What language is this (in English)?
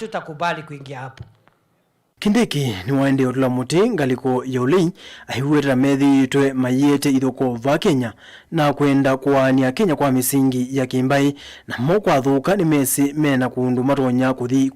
Kamba